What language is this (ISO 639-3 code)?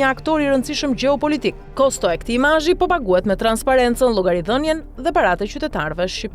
sqi